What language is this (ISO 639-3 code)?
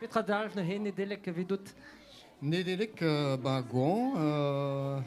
bre